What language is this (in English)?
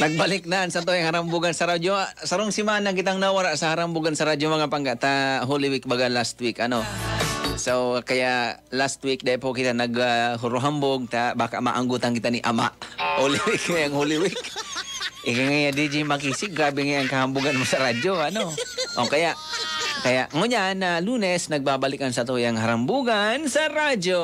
Bikol